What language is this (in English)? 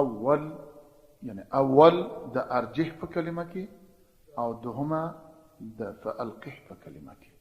Pashto